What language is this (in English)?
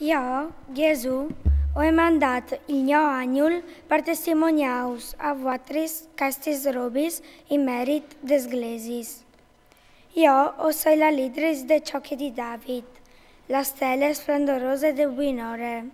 Friulian